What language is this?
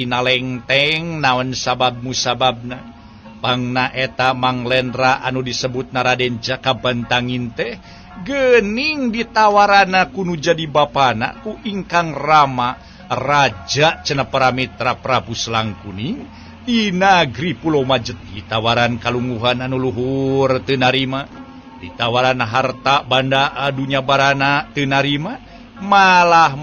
Sundanese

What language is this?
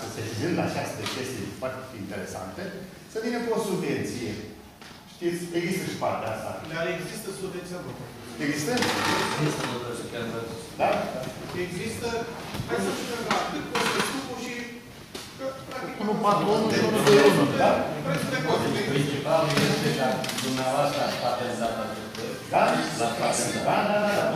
Romanian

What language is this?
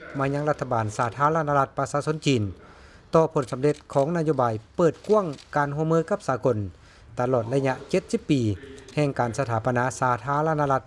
Lao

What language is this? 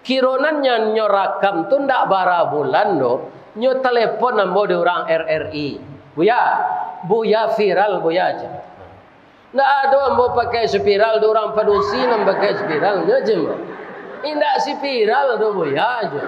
Minangkabau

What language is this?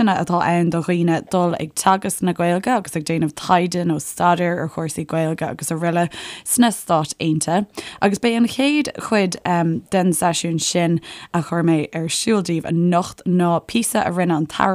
Irish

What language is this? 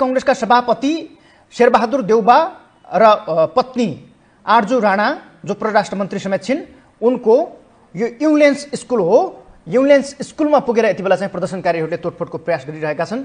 Nepali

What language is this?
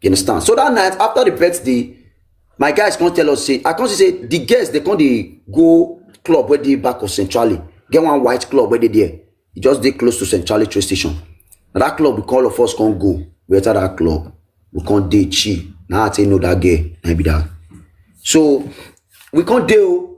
Nigerian Pidgin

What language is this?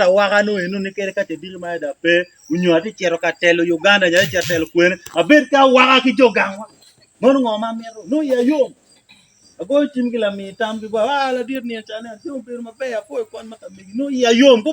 Acoli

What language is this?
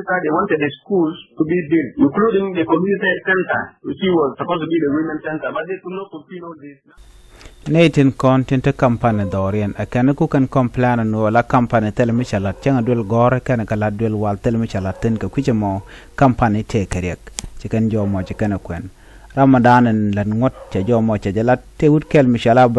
Nuer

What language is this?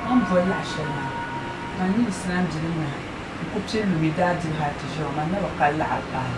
Dagbani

